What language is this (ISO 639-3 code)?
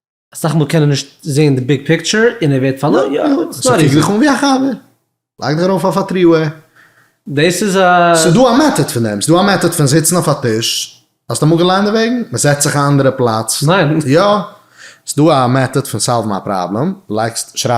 yid